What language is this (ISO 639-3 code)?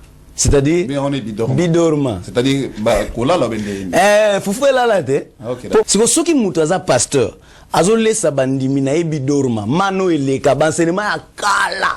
lin